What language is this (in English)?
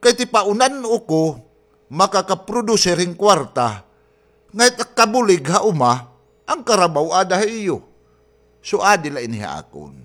Waray